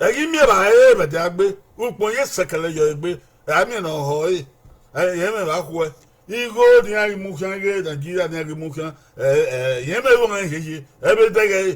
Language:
Bini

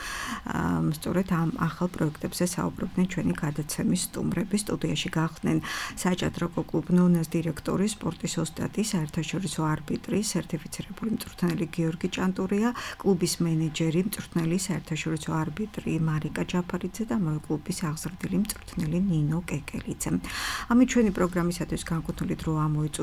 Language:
Georgian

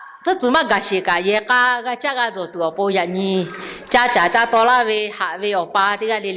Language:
Lahu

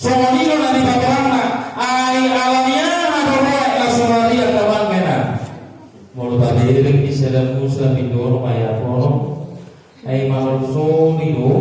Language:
Batak Toba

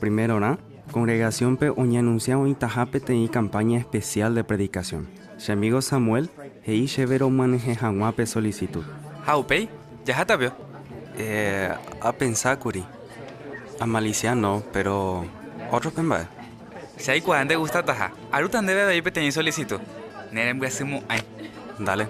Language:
Guarani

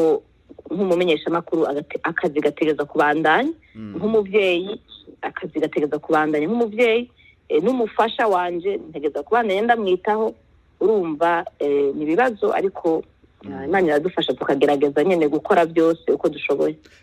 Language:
Rundi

